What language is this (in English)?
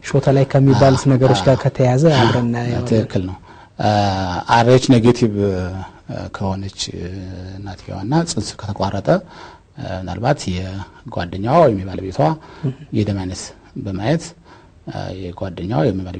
Amharic